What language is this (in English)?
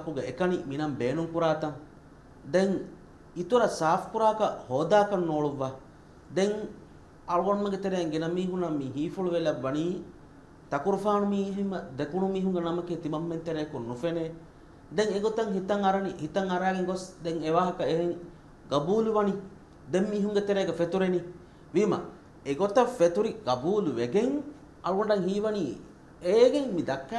Divehi